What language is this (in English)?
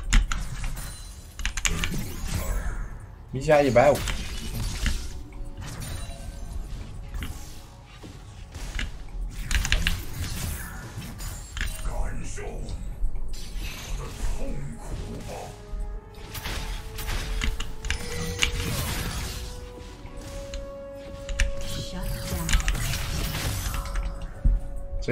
Chinese